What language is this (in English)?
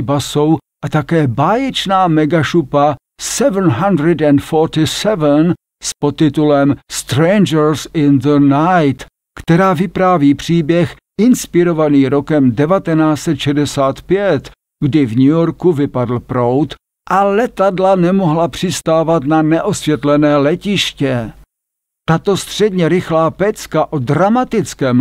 Czech